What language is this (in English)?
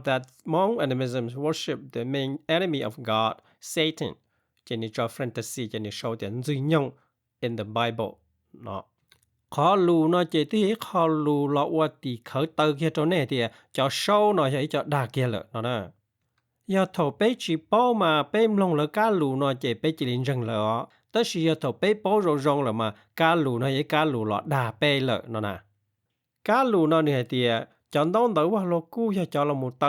Hmong